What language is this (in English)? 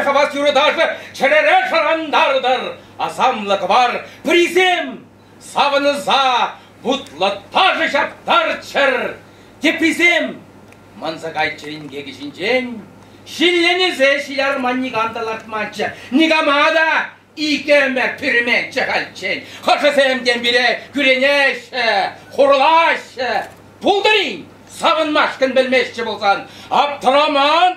Chuvash